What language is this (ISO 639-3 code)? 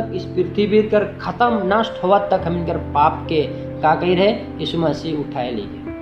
sck